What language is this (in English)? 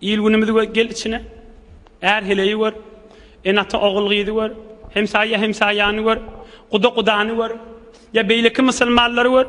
Turkmen